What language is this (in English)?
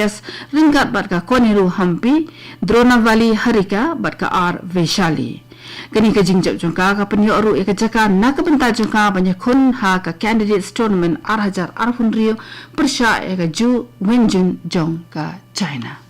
Khasi